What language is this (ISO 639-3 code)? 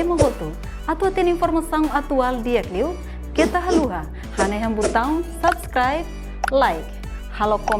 tet